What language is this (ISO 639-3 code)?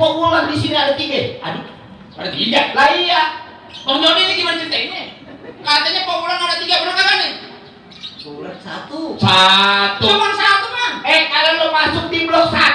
bew